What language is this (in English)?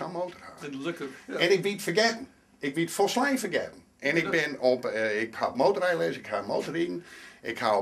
Western Frisian